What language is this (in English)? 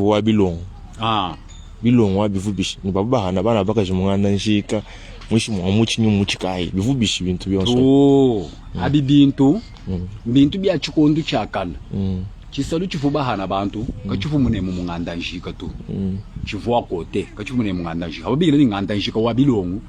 Luba-Lulua